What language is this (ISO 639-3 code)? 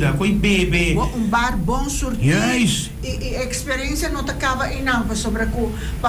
pap